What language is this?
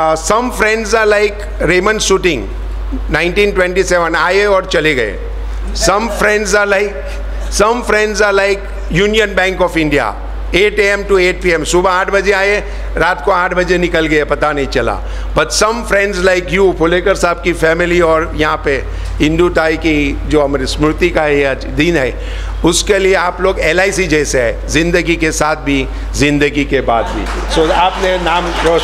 Marathi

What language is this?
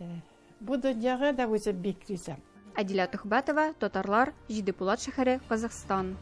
Tatar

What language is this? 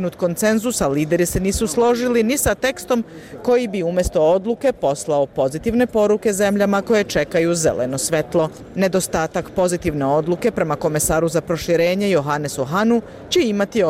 Bosnian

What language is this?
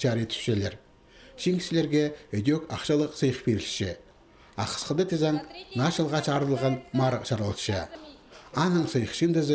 Khakas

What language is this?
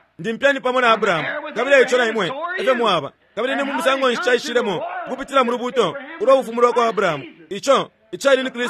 Bemba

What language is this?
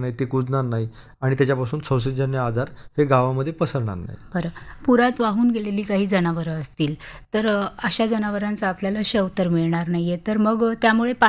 Marathi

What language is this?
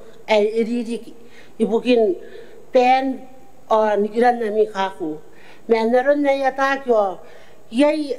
Gilbertese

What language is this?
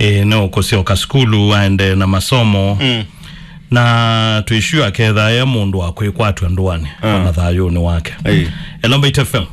Kamba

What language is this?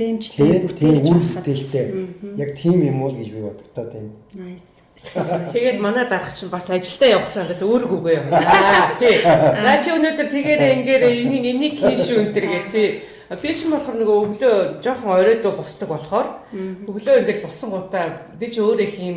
Mongolian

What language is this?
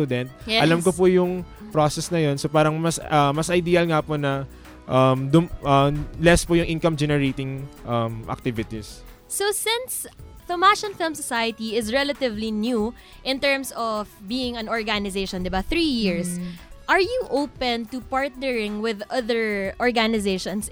Filipino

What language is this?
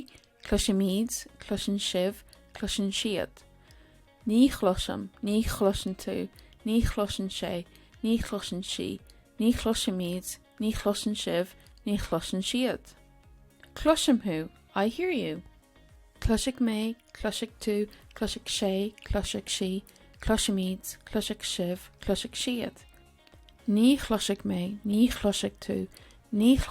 Irish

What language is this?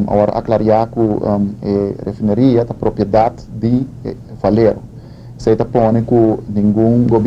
Papiamento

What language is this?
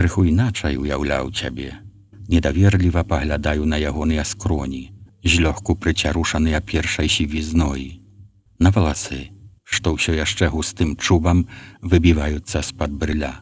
Belarusian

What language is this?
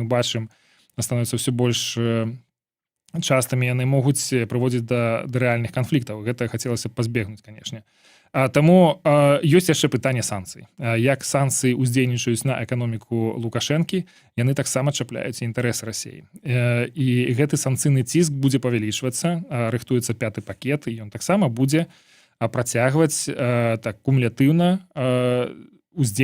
Belarusian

